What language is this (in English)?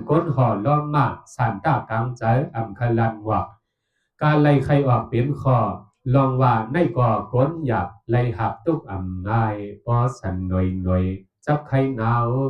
Shan